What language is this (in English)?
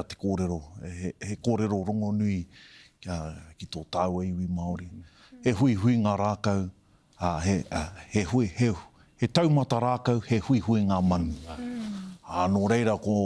Māori